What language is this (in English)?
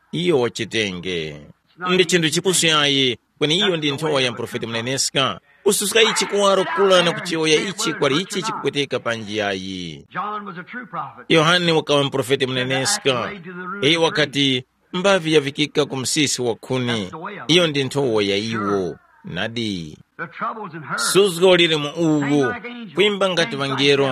Tumbuka